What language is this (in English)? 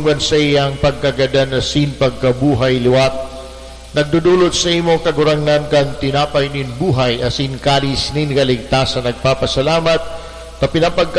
Bikol